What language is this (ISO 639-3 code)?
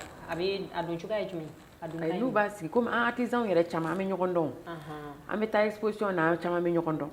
bam